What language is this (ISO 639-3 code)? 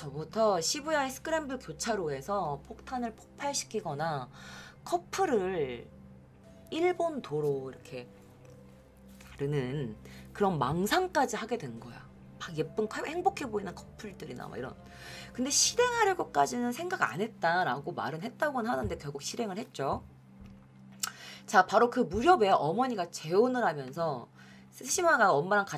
kor